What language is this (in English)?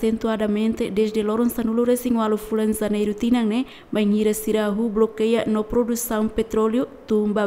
Tetum